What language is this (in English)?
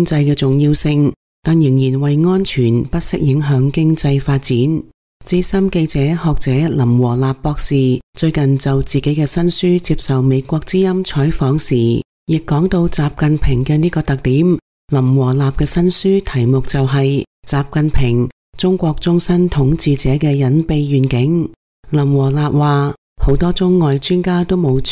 Cantonese